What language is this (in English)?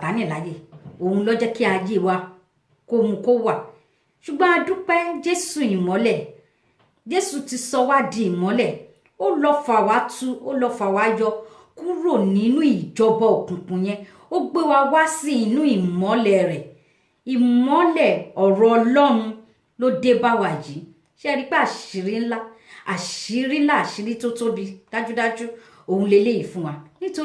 Yoruba